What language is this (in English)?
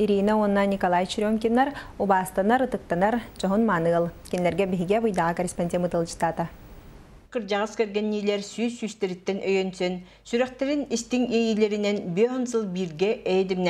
Yakut